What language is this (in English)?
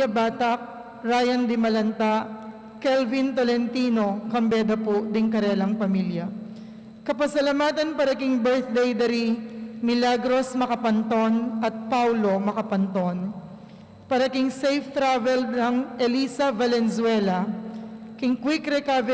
Pampanga